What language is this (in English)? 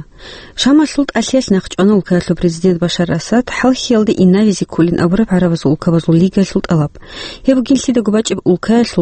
Avaric